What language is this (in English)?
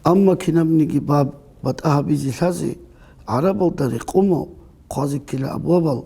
Avaric